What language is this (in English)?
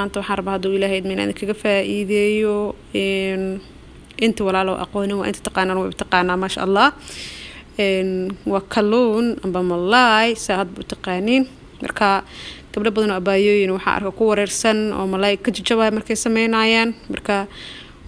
Somali